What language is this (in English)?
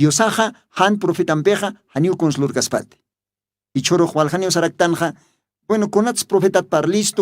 Aymara